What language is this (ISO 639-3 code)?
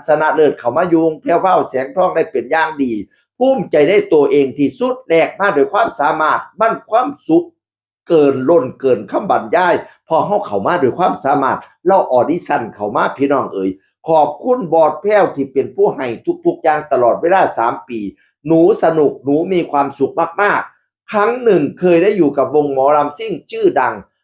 tts